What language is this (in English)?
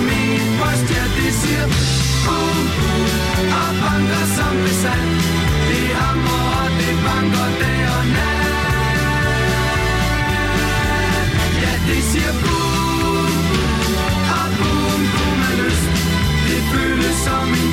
Danish